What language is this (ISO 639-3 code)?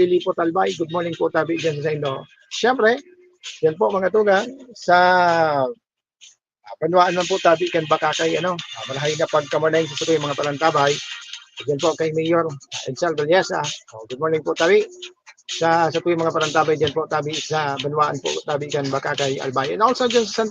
bik